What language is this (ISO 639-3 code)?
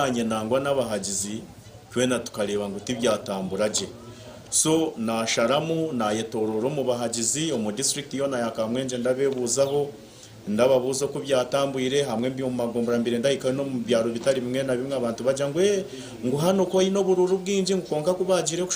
nyn